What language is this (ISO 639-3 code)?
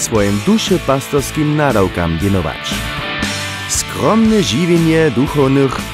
hsb